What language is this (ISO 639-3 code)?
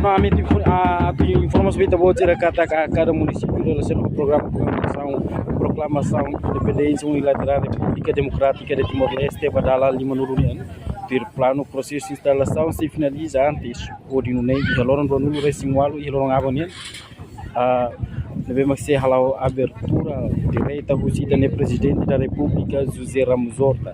tet